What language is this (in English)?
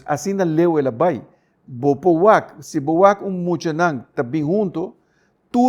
Papiamento